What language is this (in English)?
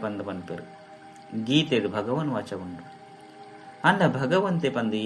Tulu